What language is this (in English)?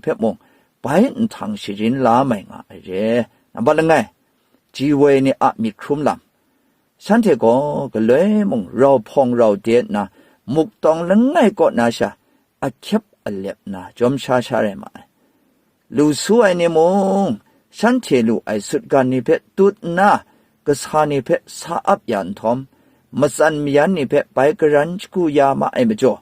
Kachin